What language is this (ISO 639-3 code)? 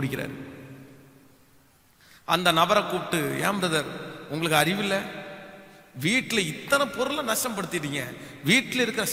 tam